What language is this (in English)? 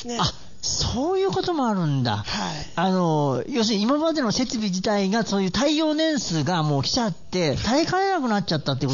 Japanese